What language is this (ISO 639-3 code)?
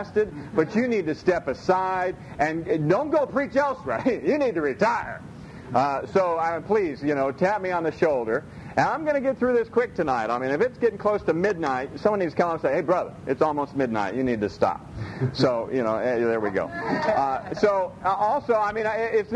eng